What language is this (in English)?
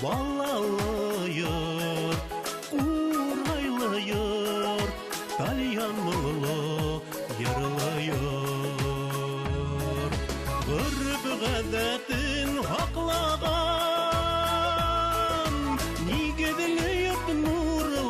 Bashkir